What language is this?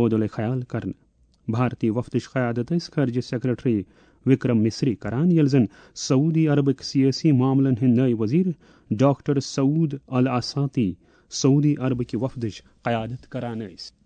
Kashmiri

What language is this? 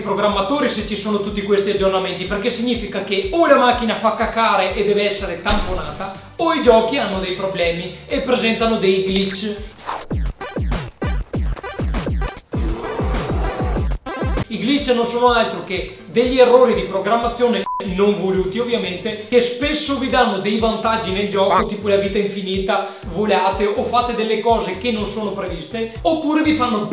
Italian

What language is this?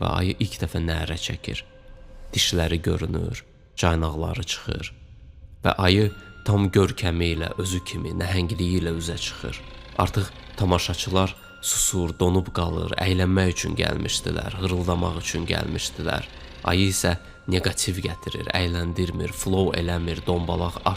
Azerbaijani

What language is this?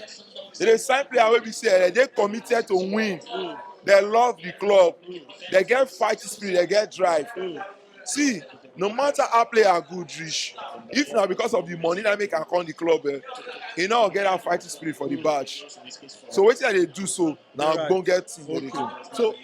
Nigerian Pidgin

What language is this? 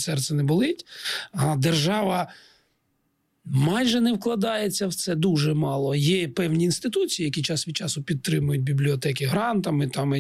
Ukrainian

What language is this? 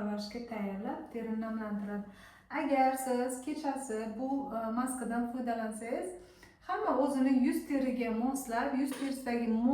Uzbek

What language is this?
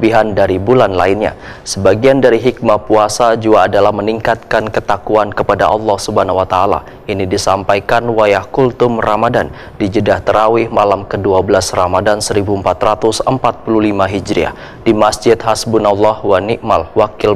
Banjar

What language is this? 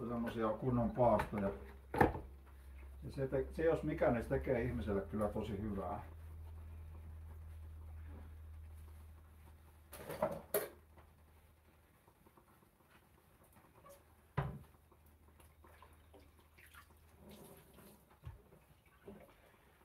Finnish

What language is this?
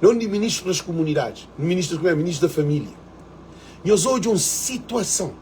Kabuverdianu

